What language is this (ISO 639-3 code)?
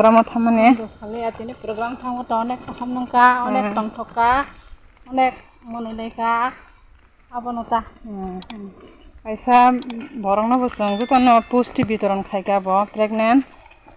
trp